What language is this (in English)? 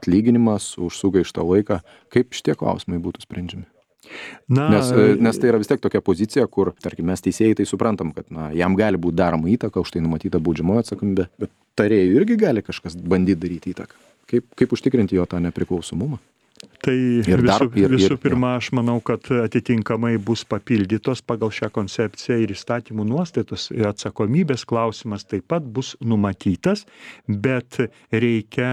Lithuanian